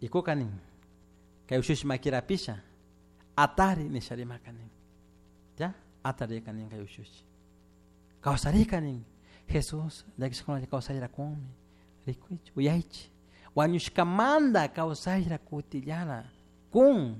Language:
Chimborazo Highland Quichua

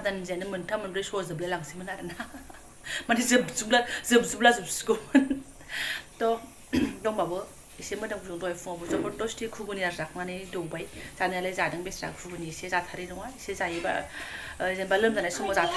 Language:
Bodo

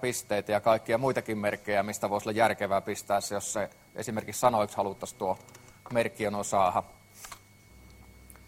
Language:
Finnish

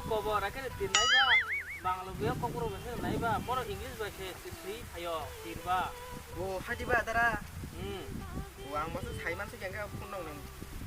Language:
Kok Borok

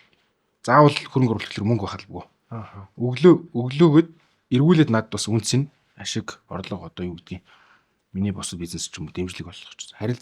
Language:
Mongolian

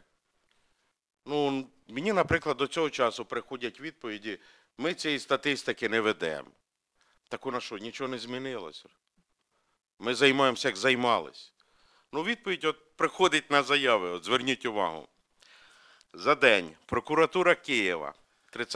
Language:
Ukrainian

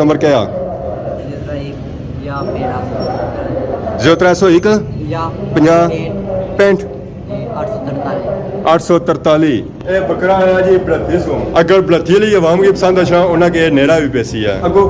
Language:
Pahari-Potwari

